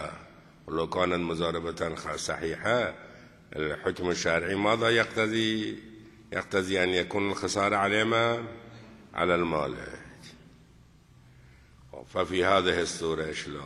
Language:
Persian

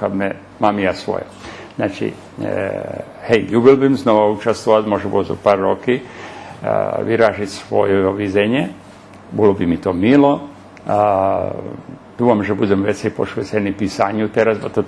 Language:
Rusyn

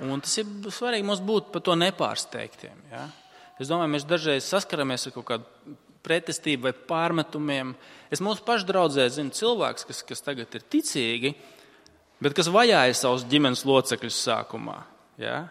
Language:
Latvian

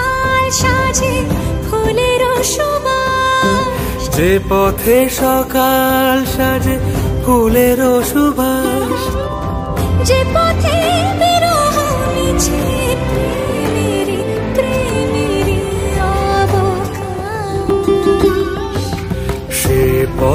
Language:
Bangla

